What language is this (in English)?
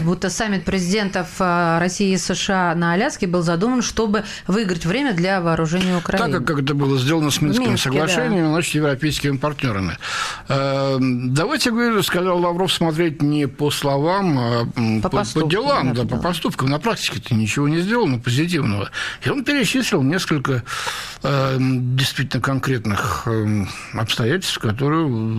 Russian